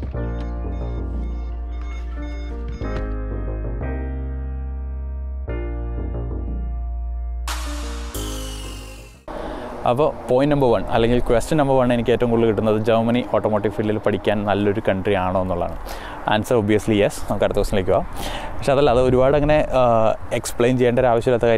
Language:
Malayalam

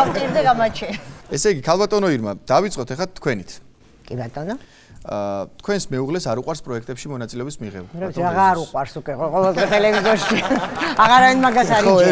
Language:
Georgian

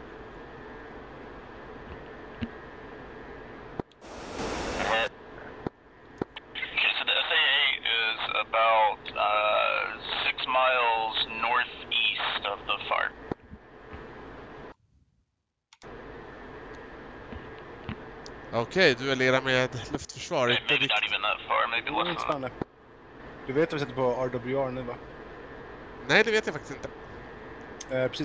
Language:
Swedish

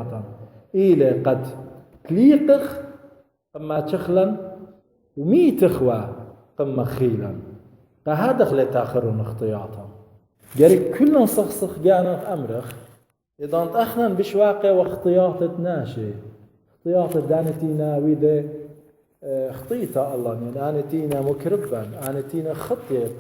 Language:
Assyrian Neo-Aramaic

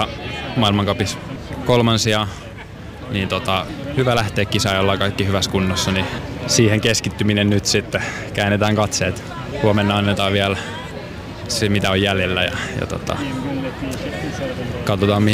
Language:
Finnish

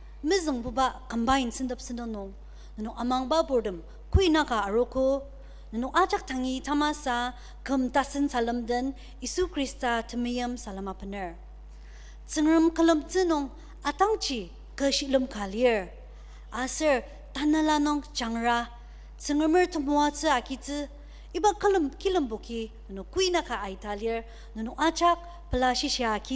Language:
Ao Naga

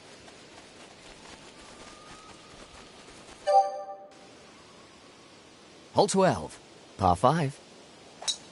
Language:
English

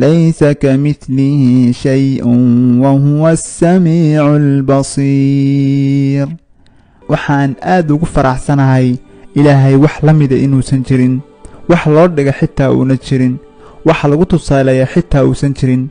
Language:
Somali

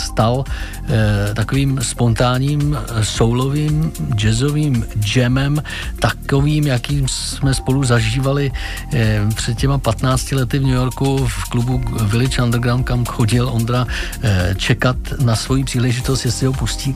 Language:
Czech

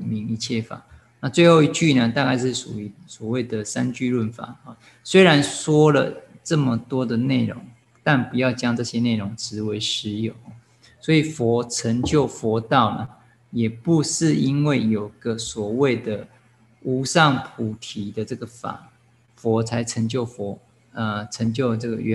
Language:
Chinese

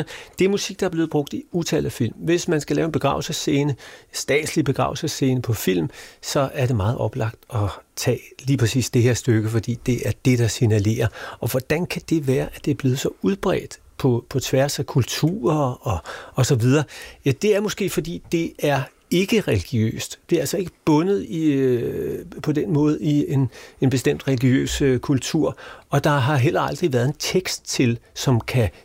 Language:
Danish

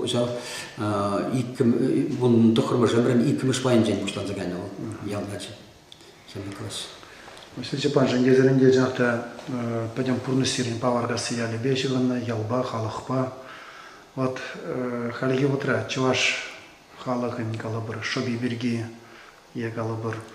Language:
Chuvash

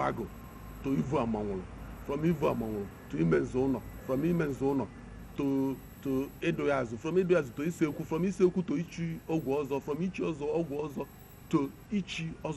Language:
Igbo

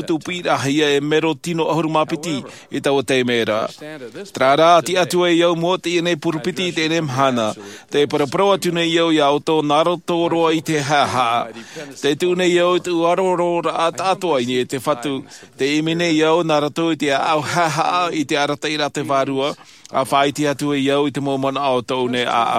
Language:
Tahitian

